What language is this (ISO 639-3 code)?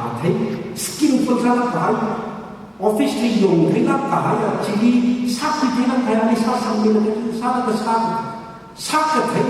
nmf